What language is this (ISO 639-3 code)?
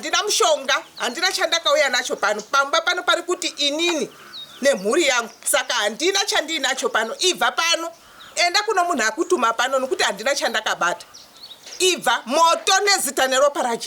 sna